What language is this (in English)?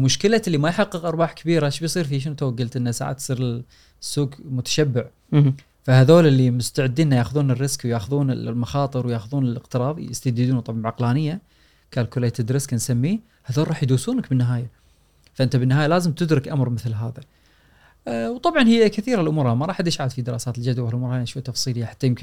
Gulf Arabic